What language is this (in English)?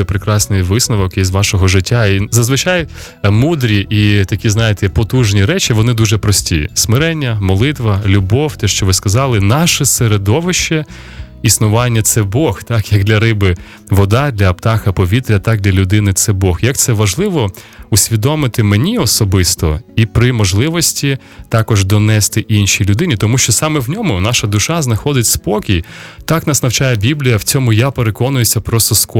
Ukrainian